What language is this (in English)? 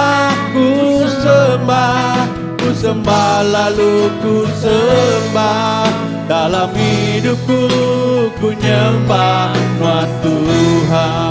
Iban